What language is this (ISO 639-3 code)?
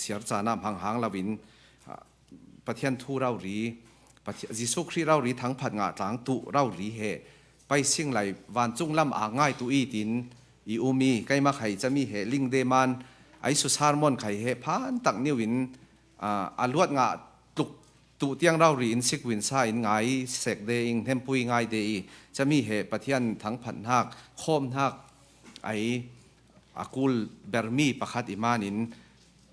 cfm